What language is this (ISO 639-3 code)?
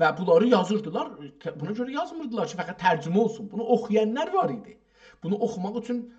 azb